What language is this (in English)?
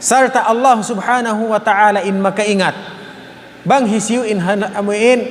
Tausug